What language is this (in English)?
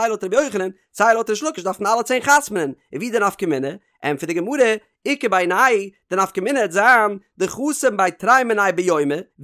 Yiddish